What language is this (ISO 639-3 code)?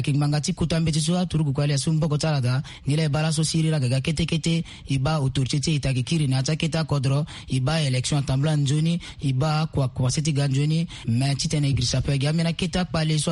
sag